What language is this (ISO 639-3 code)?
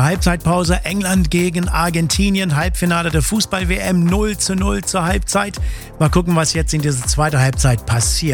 deu